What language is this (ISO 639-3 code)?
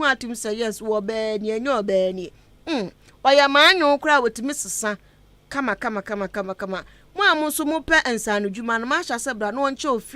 aka